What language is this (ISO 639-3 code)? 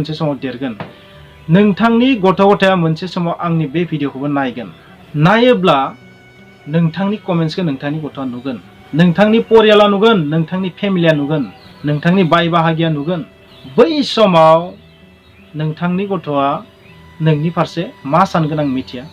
brx